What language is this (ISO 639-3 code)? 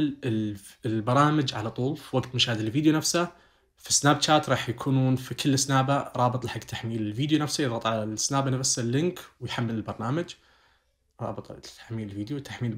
ars